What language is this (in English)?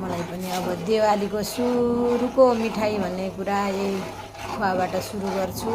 Nepali